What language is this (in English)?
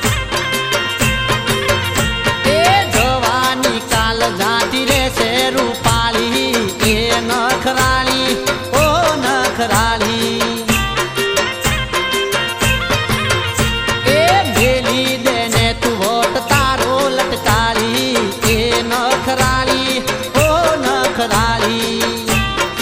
Gujarati